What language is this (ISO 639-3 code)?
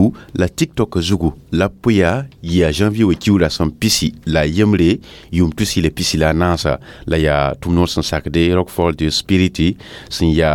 mos